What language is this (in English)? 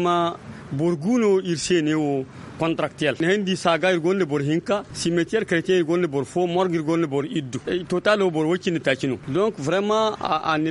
Zarma